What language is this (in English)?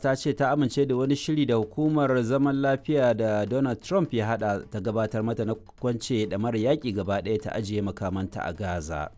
Hausa